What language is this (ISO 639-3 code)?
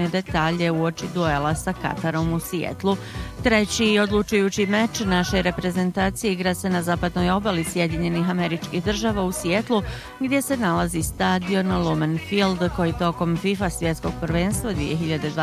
bos